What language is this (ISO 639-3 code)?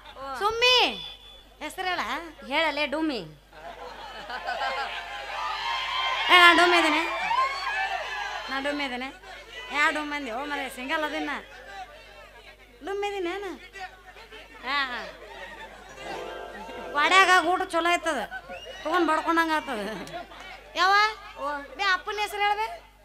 kan